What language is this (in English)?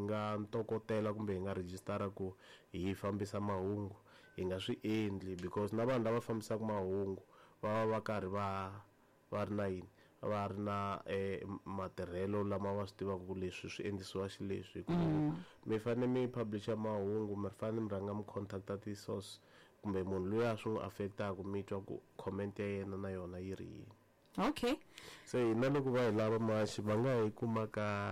Tsonga